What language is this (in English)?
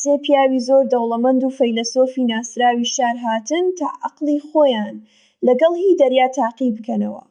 Central Kurdish